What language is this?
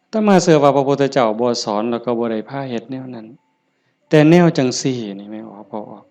Northeastern Thai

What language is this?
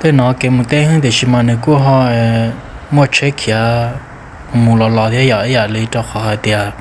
Hmong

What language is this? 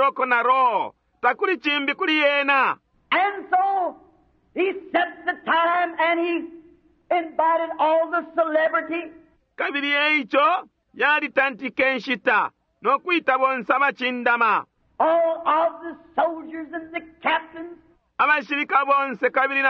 Bemba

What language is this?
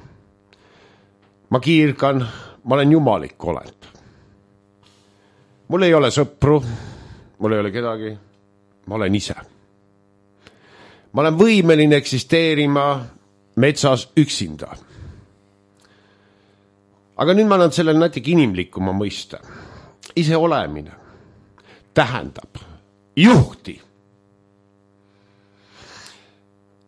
Estonian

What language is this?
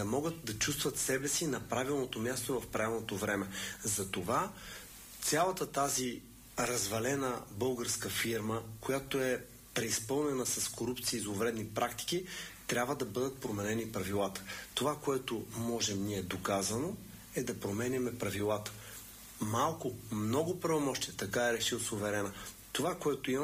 Bulgarian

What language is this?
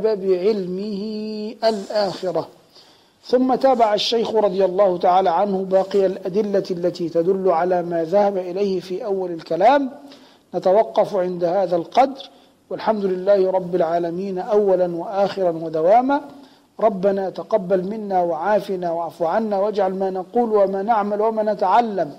Arabic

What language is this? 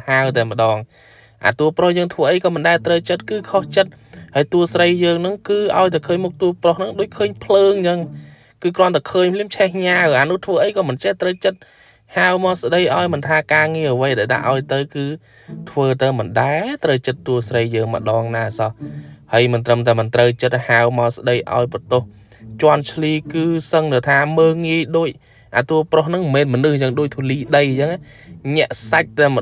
Khmer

